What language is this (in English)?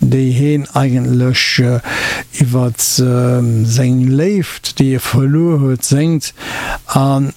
Luxembourgish